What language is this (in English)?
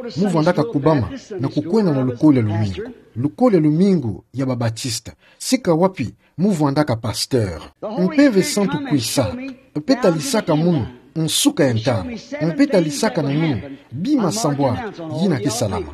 Kituba (Democratic Republic of Congo)